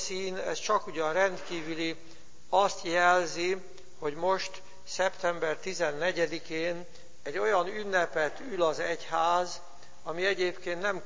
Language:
Hungarian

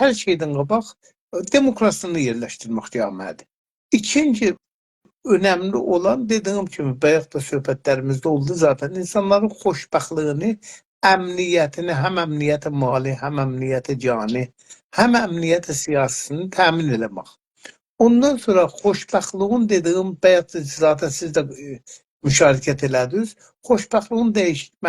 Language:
South Azerbaijani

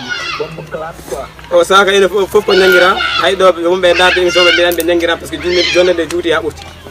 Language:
Pular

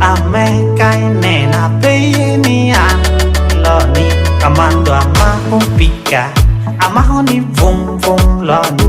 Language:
Lango (Uganda)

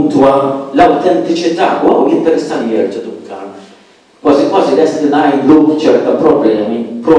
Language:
Maltese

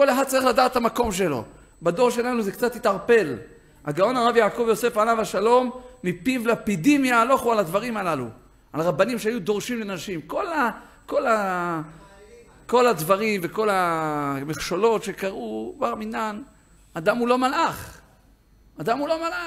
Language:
Hebrew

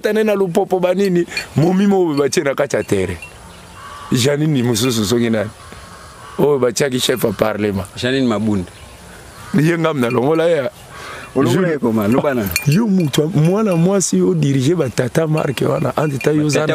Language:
Lingala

